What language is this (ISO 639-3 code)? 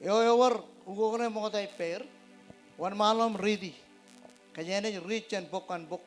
mah